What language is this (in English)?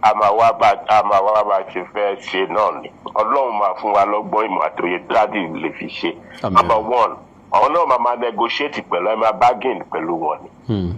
Yoruba